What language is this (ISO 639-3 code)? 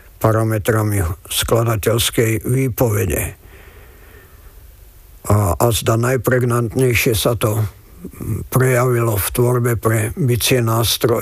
slk